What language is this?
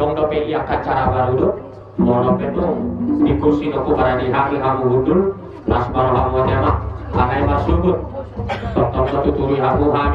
Batak Toba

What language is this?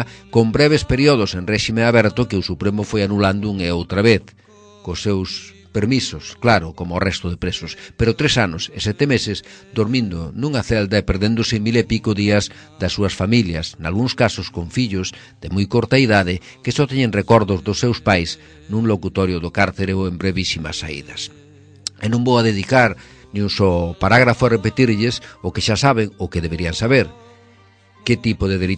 Galician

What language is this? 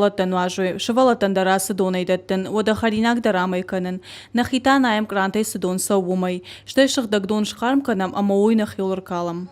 Ossetic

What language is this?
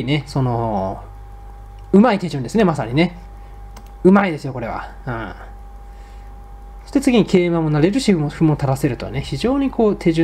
Japanese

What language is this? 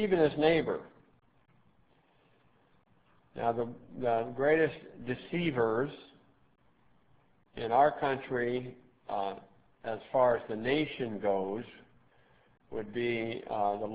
English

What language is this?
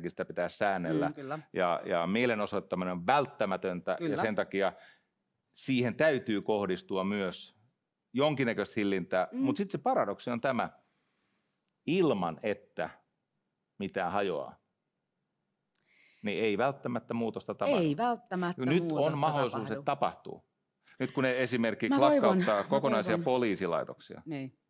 Finnish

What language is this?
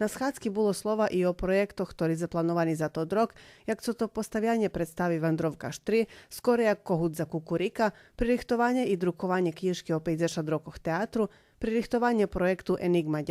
Rusyn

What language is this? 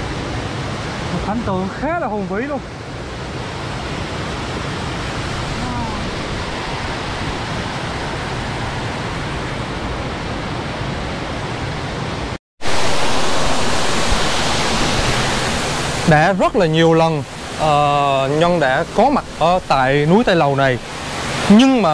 Vietnamese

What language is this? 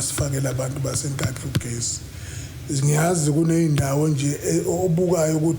Zulu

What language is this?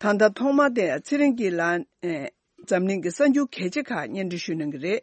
Tibetan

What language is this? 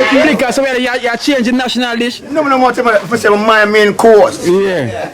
Jamaican Creole English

